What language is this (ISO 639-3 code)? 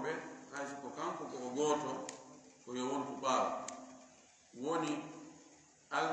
ful